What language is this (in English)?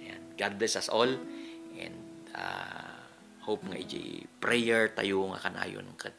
Iloko